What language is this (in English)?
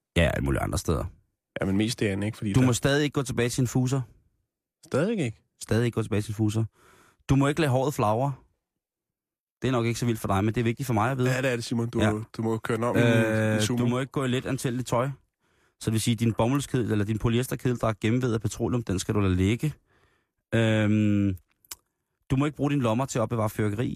Danish